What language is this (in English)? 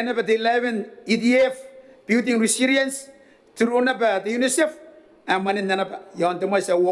Gilbertese